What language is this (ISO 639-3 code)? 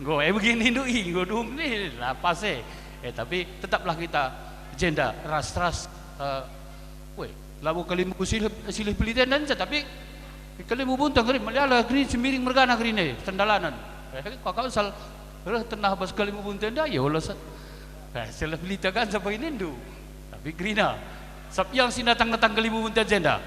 btx